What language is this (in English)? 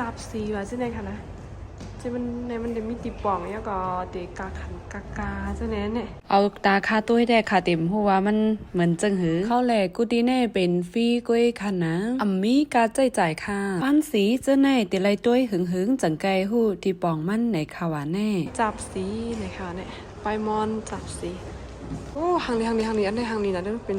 Shan